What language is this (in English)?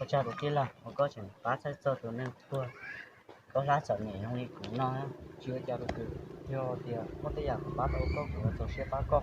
Hmong